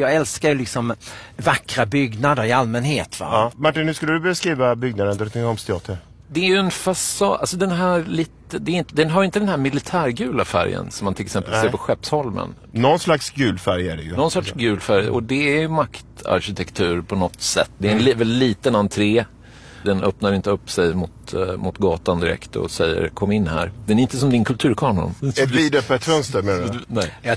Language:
Swedish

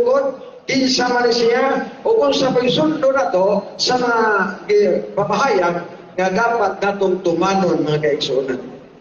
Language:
Cebuano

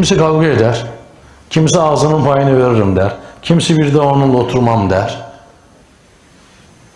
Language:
Turkish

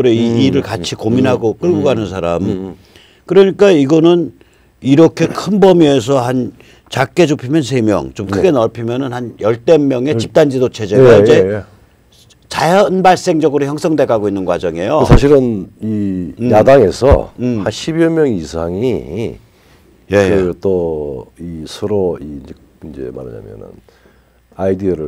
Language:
Korean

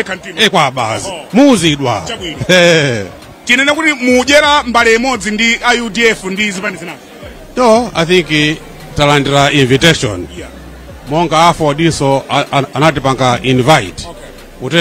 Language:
Nyanja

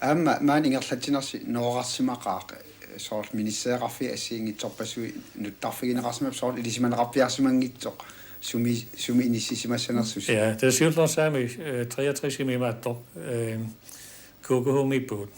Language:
Kalaallisut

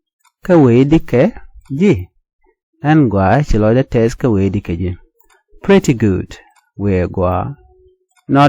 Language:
Nuer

